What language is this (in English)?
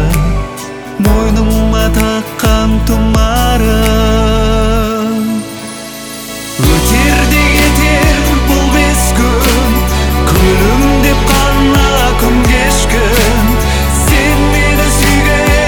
Kazakh